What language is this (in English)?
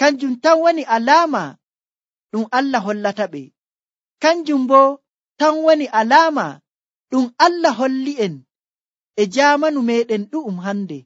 Nigerian Fulfulde